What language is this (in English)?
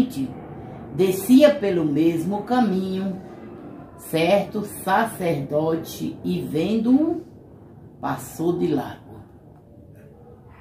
Portuguese